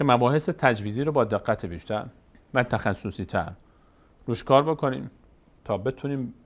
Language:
Persian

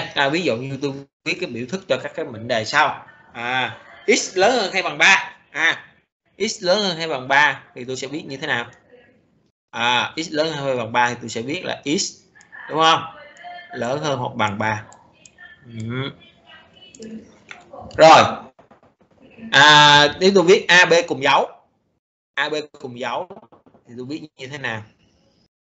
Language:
Vietnamese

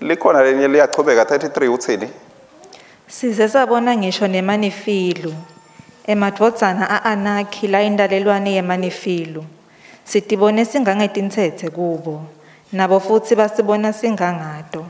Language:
Swati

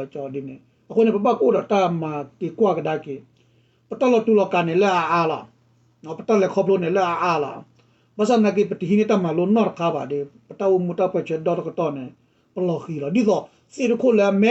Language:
S'gaw Karen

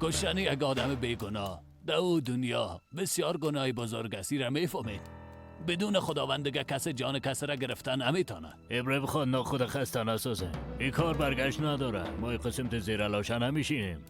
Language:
Persian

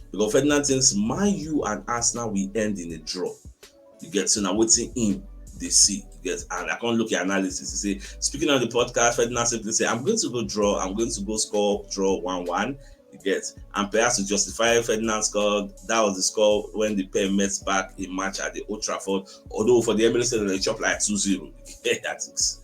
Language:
Nigerian Pidgin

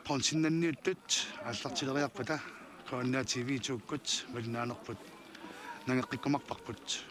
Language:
Kalaallisut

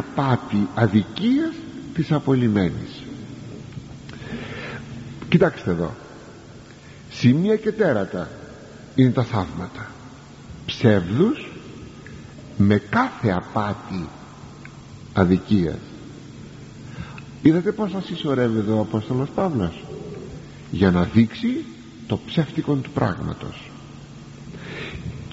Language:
Greek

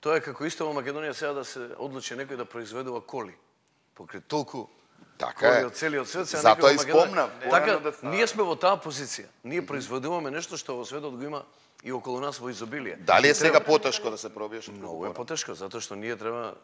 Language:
Macedonian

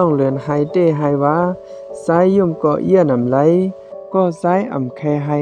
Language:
Shan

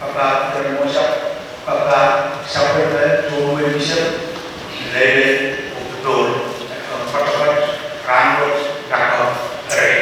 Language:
Pohnpeian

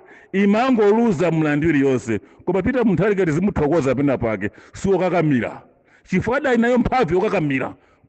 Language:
Nyanja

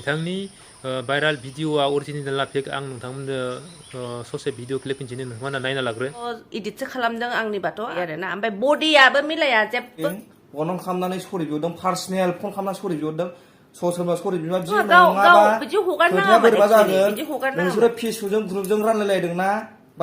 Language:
Bodo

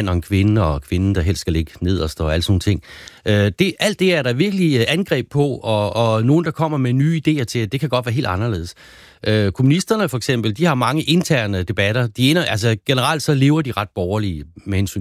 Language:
Danish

